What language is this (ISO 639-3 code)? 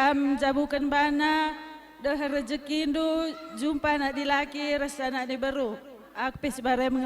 btx